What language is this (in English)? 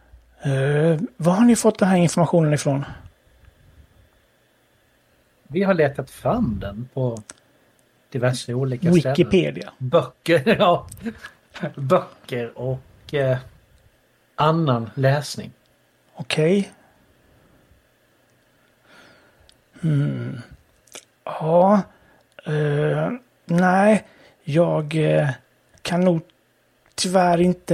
Swedish